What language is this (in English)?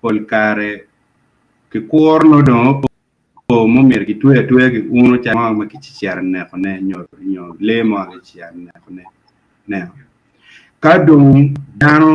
Acoli